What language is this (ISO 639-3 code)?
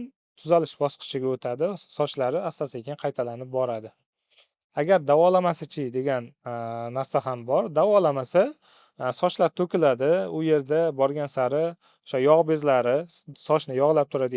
uzb